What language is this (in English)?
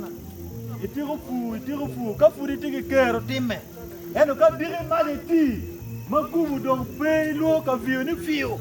Acoli